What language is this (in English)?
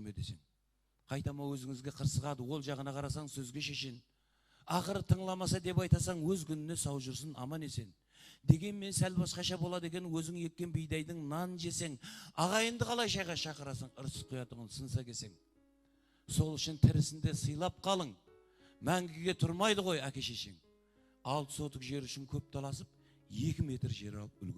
Kara-Kalpak